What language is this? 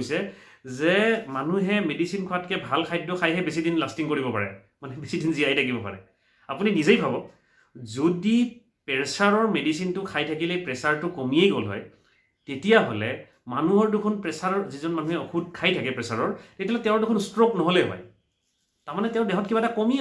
Assamese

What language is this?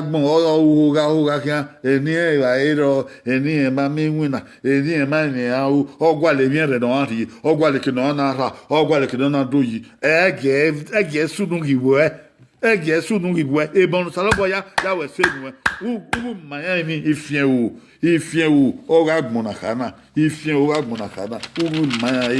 Bini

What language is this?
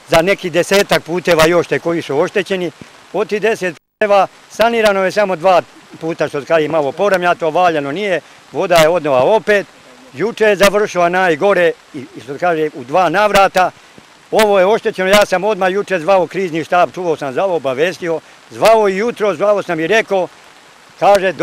Serbian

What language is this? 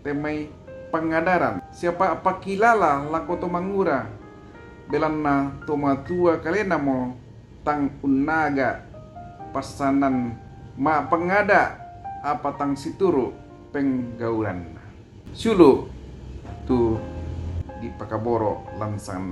Toraja-Sa'dan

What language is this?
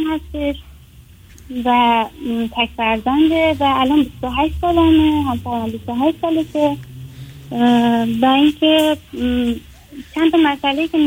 Persian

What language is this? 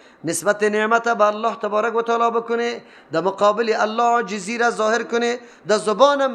Persian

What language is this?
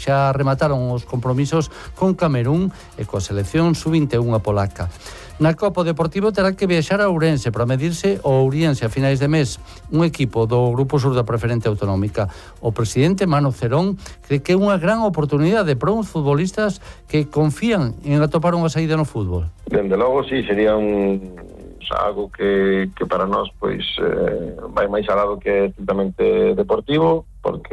Galician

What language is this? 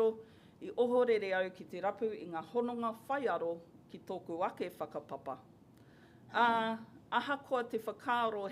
Māori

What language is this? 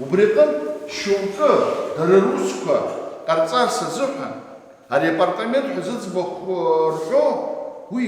Abkhazian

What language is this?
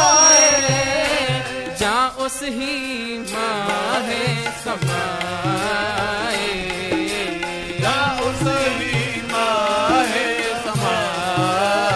Punjabi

